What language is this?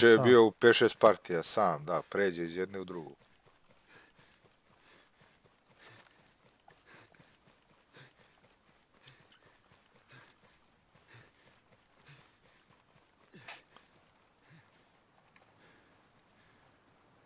Serbian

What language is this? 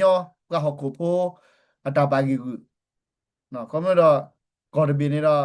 S'gaw Karen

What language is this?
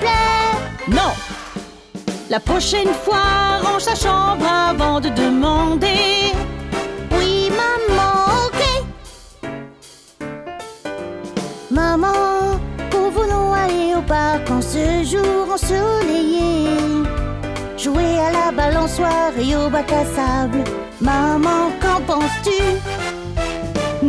French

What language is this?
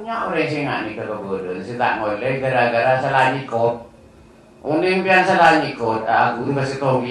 Madurese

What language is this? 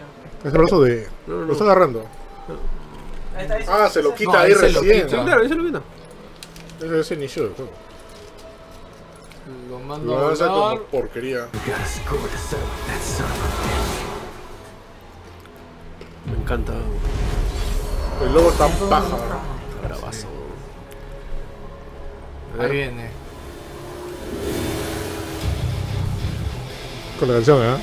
Spanish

